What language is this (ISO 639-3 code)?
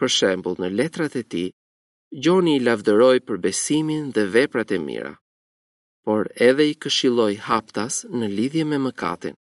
sqi